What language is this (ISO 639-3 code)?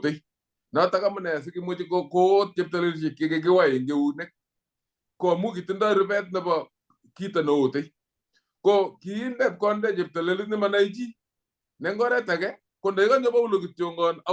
kln